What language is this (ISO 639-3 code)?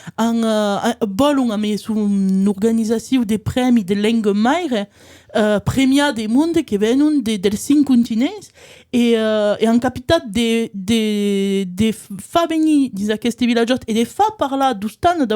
oci